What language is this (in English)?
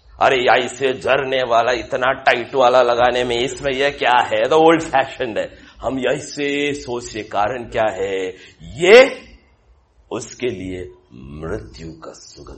Hindi